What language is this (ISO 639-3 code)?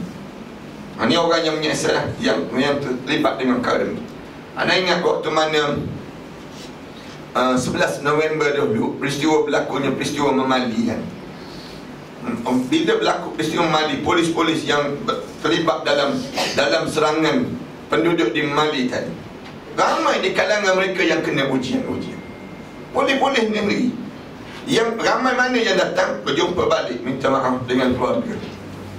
msa